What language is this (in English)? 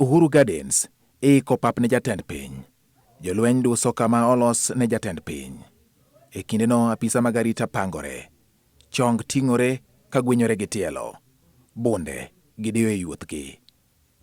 Luo (Kenya and Tanzania)